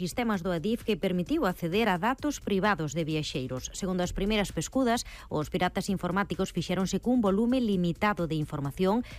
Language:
Galician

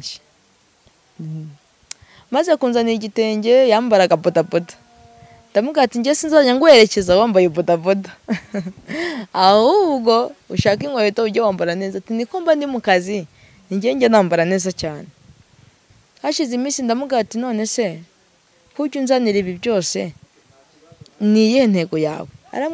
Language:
Kinyarwanda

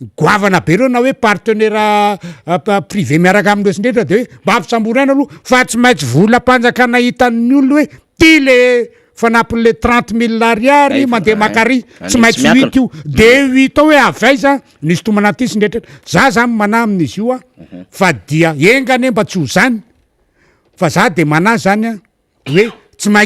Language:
Malagasy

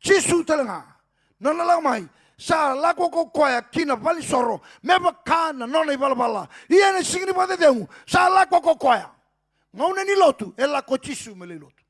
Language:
Fijian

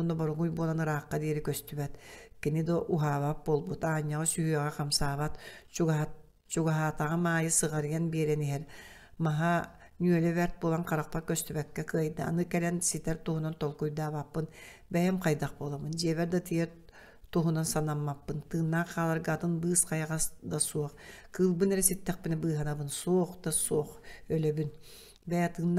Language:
Yakut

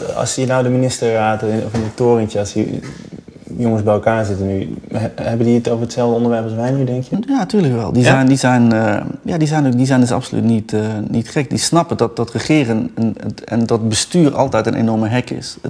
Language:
Dutch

